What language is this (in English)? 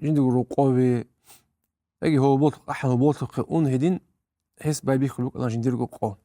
Avaric